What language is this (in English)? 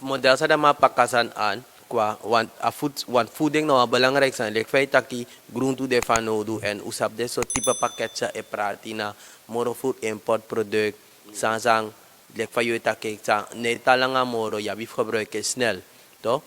Sranan Tongo